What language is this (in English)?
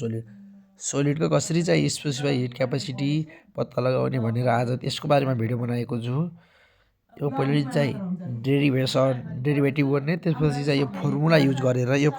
Nepali